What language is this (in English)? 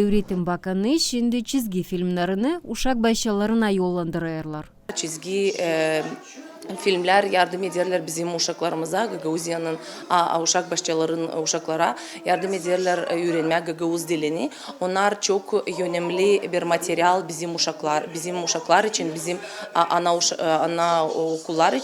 Gagauz